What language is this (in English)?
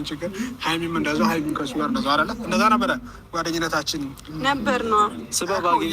Amharic